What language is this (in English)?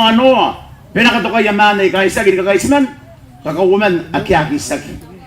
Gilbertese